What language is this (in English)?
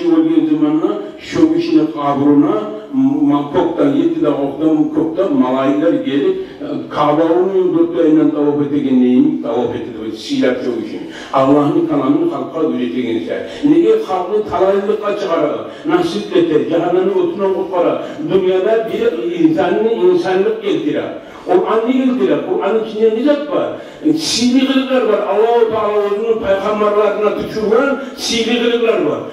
Kumyk